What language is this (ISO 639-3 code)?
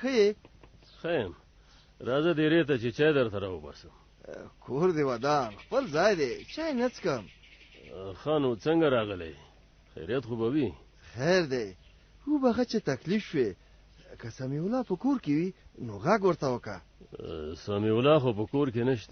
pus